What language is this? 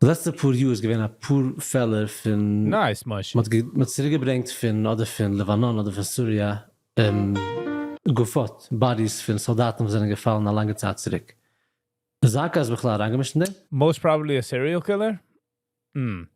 Yiddish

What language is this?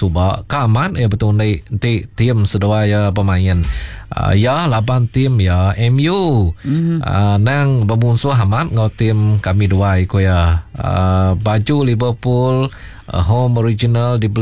Iban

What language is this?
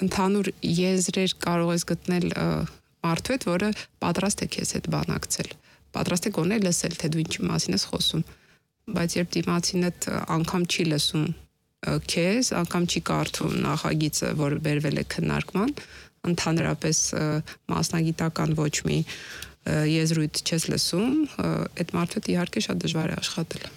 Armenian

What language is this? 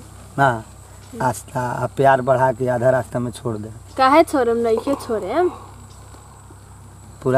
Bhojpuri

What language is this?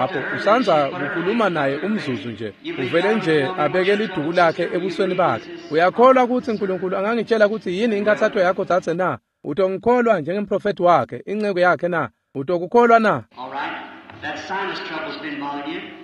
Swati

